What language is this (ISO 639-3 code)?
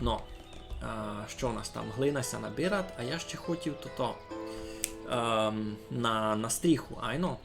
rue